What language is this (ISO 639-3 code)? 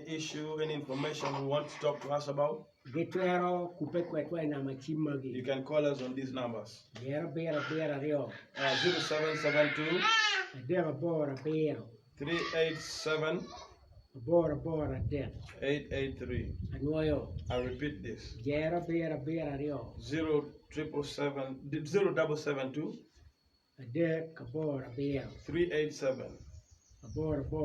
ach